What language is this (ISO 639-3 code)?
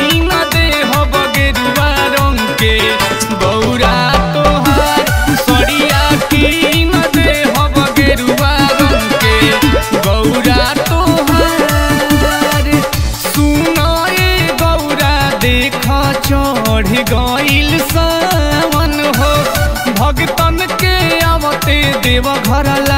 bho